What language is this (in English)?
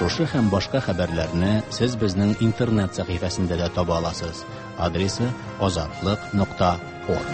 Tatar